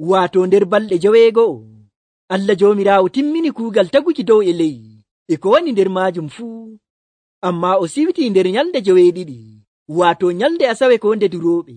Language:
Nigerian Fulfulde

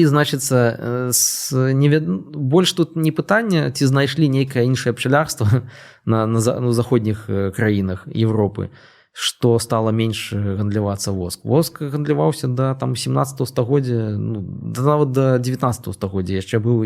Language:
Belarusian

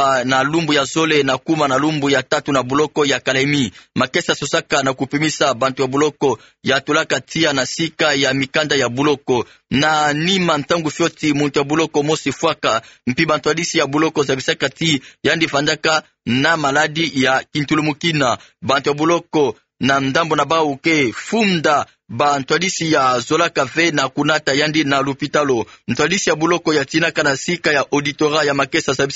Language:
Kituba (Democratic Republic of Congo)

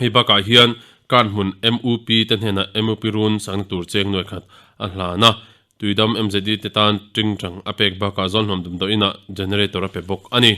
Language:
Mizo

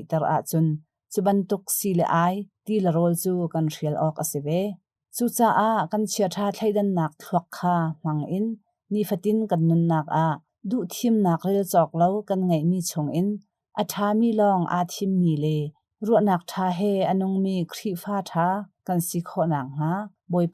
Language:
Hakha Chin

